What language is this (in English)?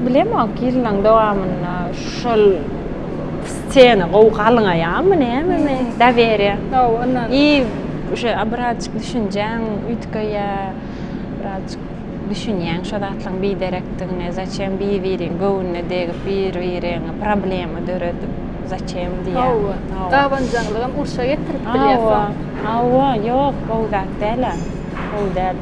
Turkmen